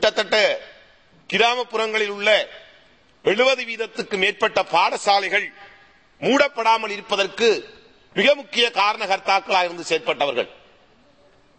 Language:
Tamil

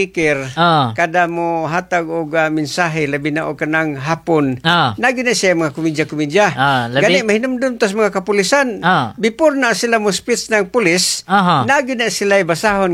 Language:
Cebuano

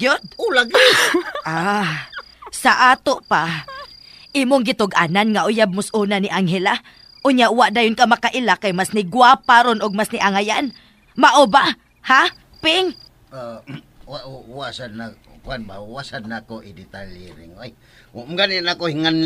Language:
Cebuano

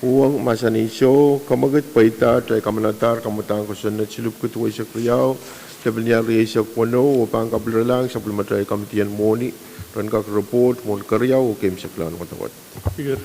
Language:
Pohnpeian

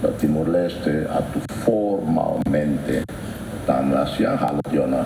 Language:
Tetum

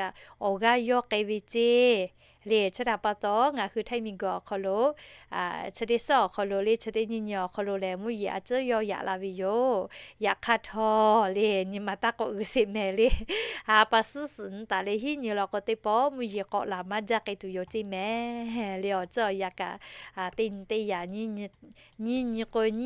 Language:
Lahu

